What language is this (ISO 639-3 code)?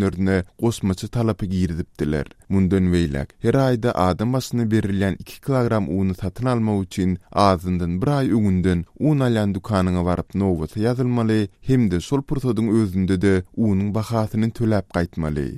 tuk